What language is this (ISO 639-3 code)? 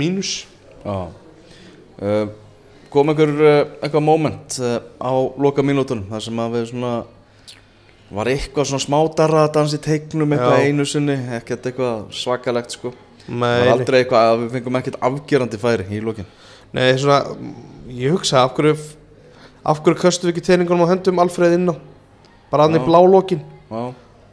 isl